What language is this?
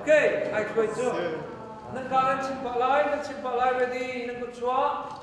Hakha Chin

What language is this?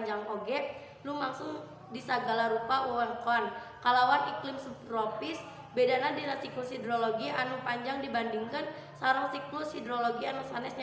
Sundanese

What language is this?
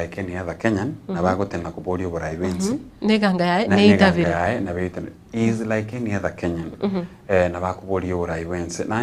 Gusii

